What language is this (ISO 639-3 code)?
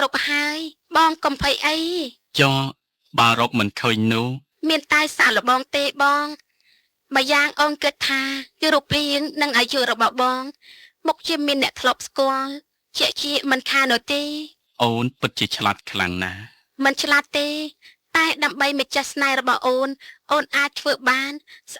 khm